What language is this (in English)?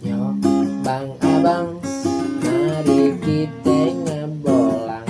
Betawi